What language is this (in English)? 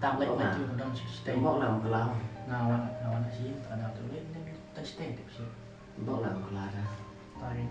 Khasi